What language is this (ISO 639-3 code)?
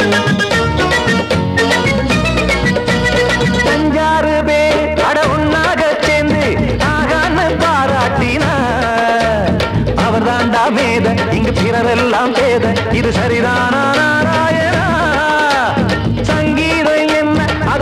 tam